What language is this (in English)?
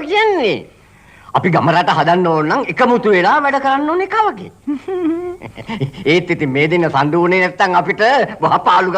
Sinhala